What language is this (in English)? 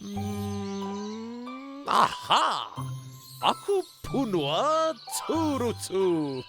Māori